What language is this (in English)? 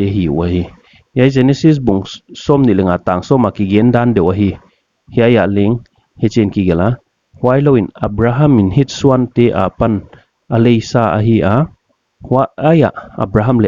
Paite Chin